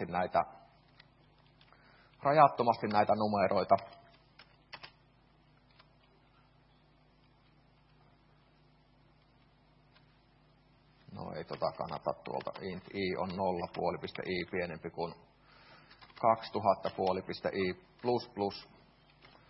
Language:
Finnish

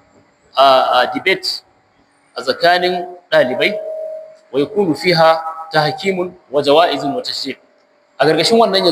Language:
Hausa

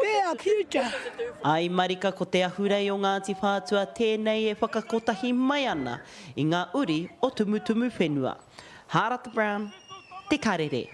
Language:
Māori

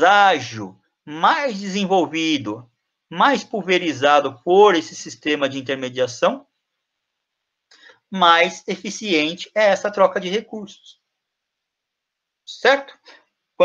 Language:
Portuguese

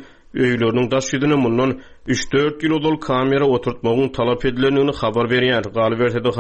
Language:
Turkmen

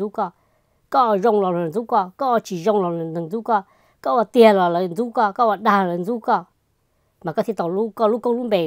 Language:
Hmong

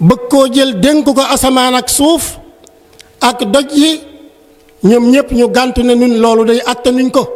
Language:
Wolof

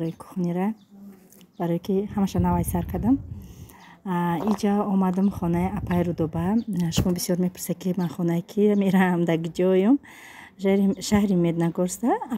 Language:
Tajik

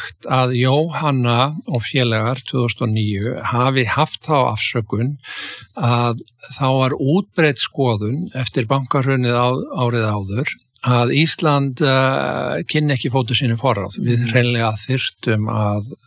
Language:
Icelandic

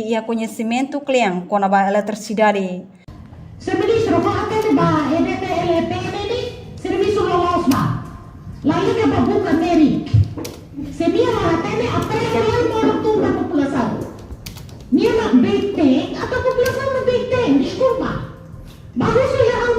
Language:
Tetum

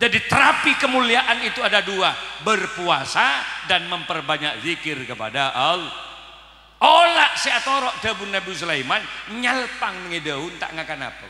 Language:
Madurese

